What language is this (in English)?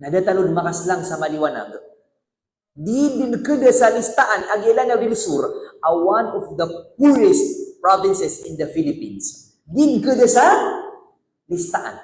Maranao